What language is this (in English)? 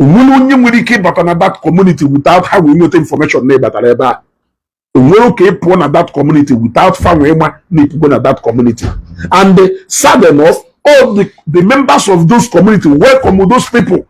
Igbo